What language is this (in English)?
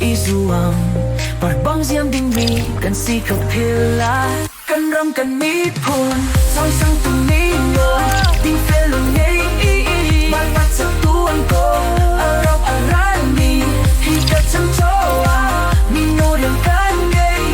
Hakha Chin